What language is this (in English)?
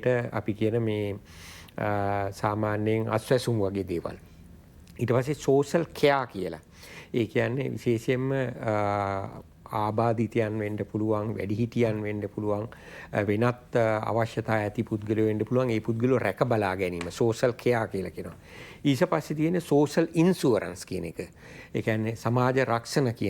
Sinhala